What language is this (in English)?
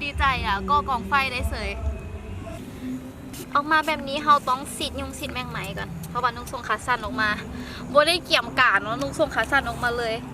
Lao